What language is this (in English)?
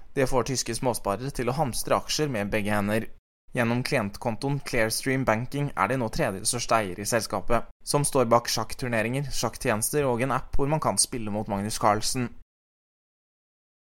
Norwegian